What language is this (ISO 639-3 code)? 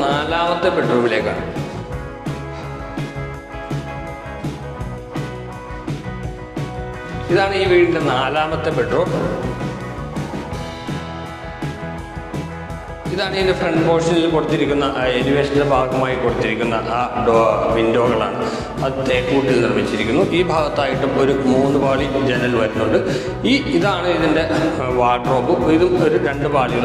mal